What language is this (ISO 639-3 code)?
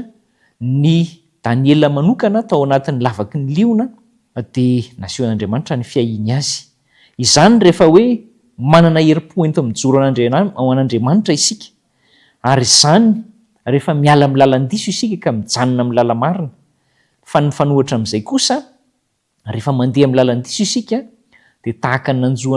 mlg